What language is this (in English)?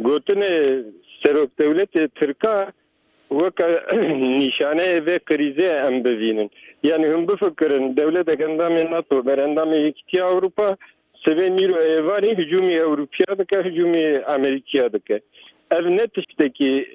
Kurdish